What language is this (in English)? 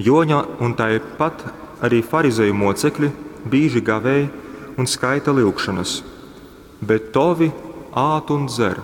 Latgalian